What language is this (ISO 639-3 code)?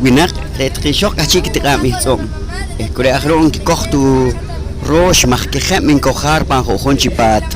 poh